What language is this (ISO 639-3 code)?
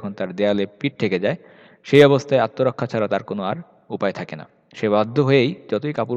ben